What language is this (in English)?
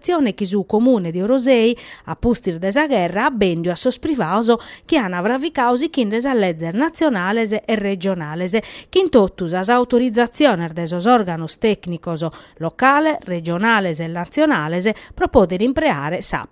Sardinian